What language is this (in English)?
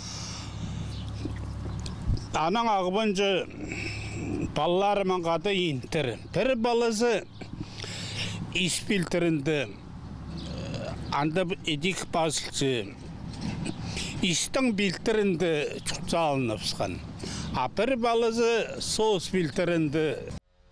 Khakas